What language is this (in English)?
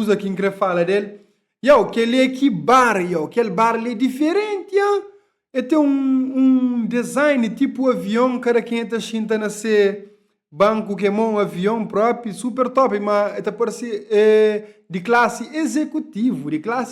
Kabuverdianu